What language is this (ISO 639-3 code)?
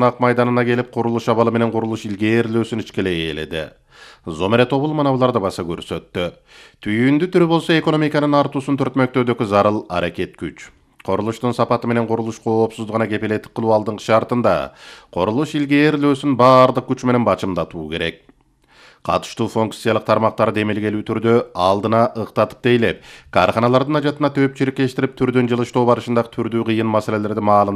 kir